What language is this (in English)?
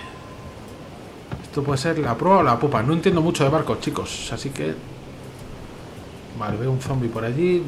Spanish